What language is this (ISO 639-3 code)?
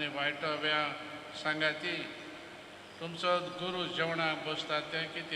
kok